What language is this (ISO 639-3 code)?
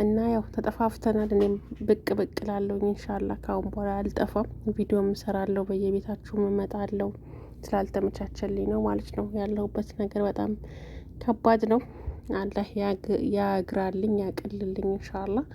amh